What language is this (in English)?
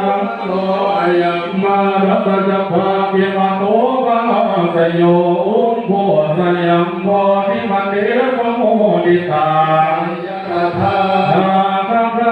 Pali